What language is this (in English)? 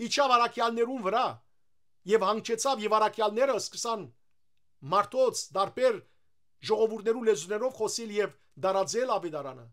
Western Armenian